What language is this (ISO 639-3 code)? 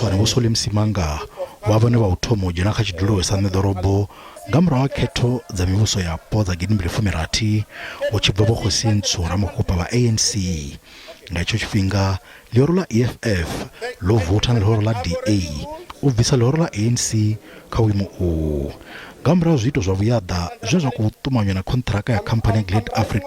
ven